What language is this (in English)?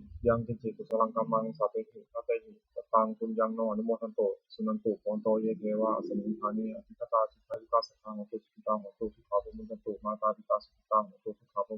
Pali